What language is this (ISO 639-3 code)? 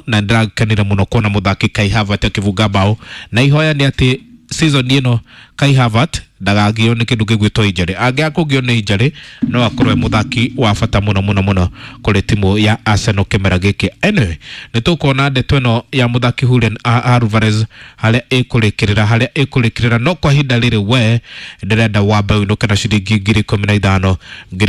kik